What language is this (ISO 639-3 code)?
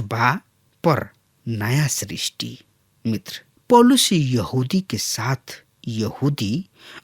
bho